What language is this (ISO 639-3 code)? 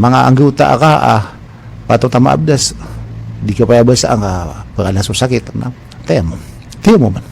mrw